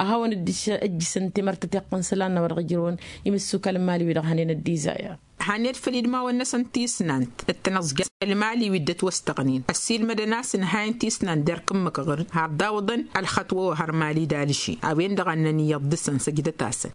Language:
Tamasheq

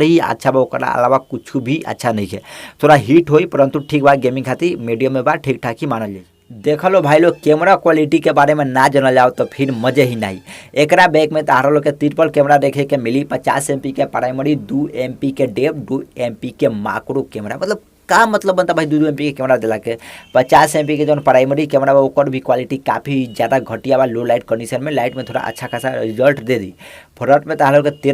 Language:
Bhojpuri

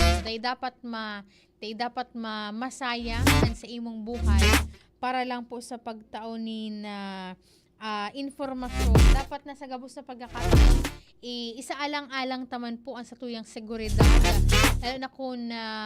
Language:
Bikol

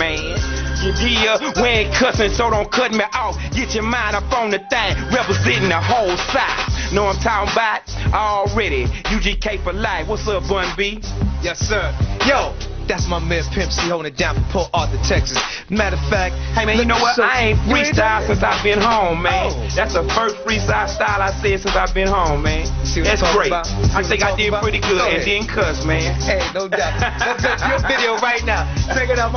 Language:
English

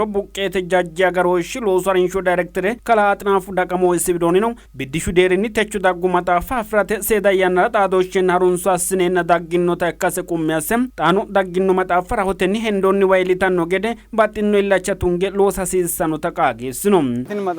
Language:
Sidamo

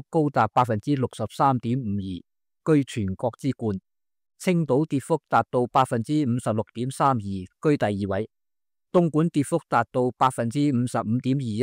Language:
Cantonese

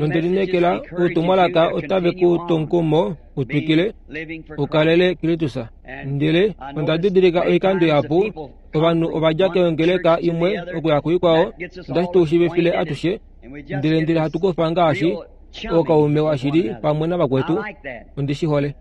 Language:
Kuanyama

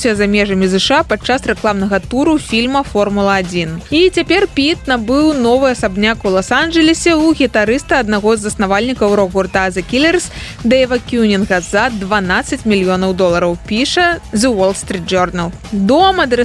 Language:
Belarusian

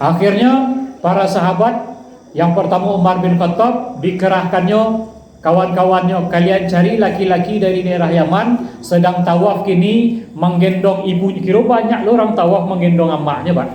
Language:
Minangkabau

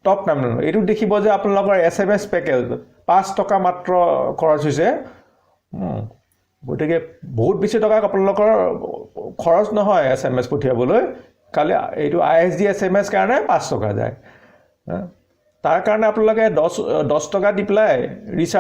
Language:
Assamese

